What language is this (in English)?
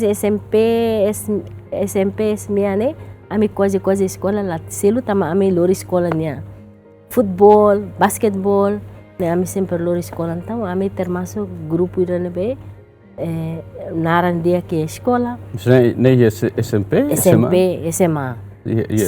Tetum